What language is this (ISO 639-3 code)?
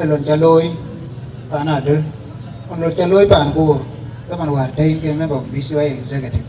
din